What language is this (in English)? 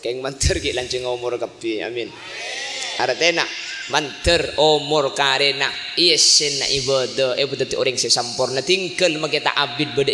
Madurese